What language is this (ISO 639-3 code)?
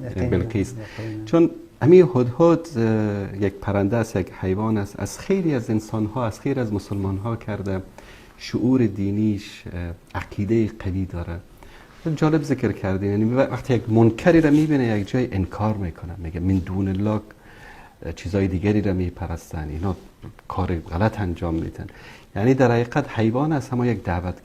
fas